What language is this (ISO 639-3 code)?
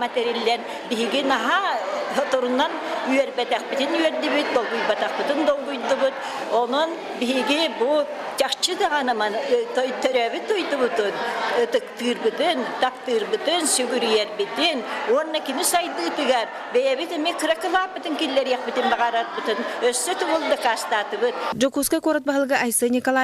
sah